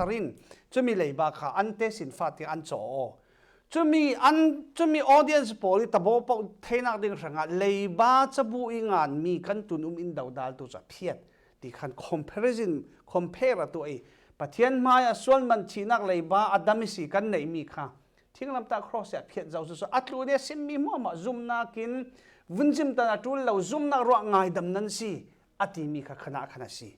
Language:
Falam Chin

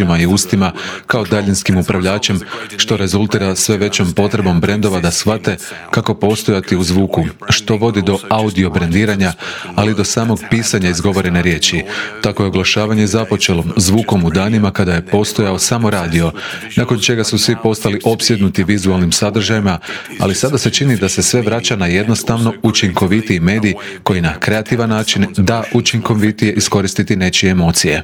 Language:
Croatian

